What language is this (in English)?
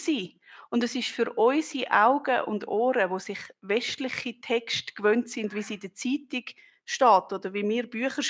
Swiss German